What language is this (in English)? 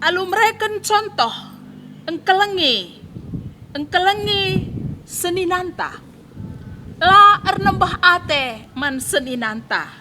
Batak Karo